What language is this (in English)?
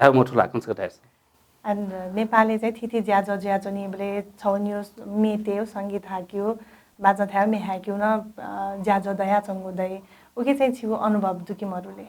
Newari